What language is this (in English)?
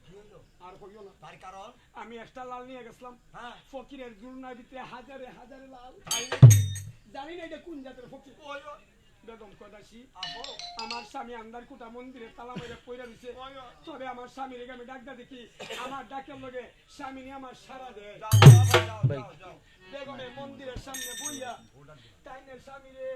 Sylheti